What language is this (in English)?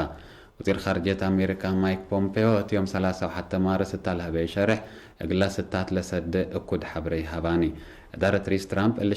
Tigre